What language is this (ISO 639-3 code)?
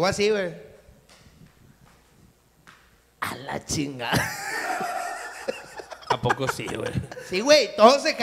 spa